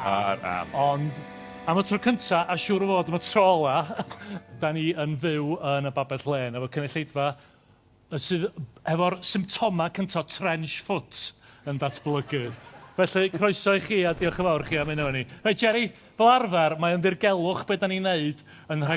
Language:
Welsh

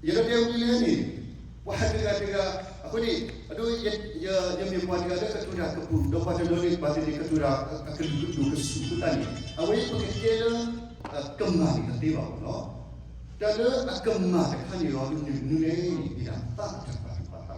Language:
S'gaw Karen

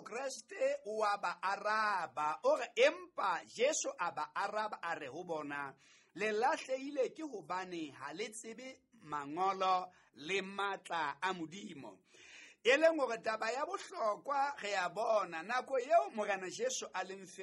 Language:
Southern Sotho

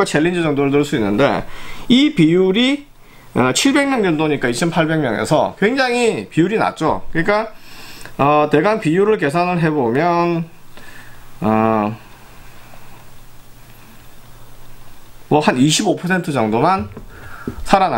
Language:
Korean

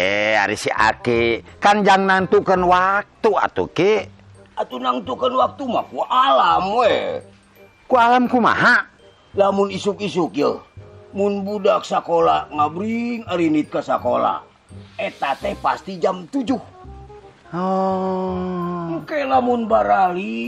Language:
Sundanese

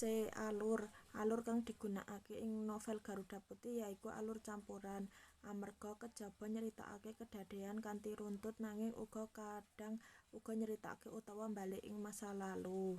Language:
Javanese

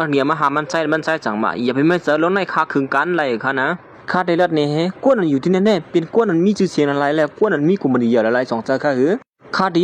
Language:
Shan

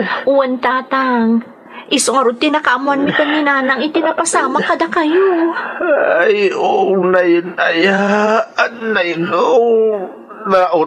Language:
Iloko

